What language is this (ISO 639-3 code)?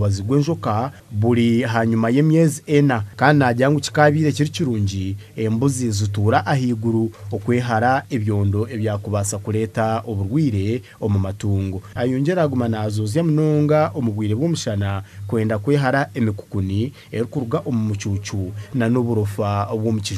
nyn